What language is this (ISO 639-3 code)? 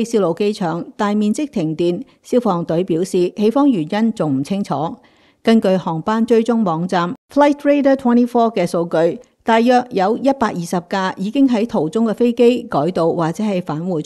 yue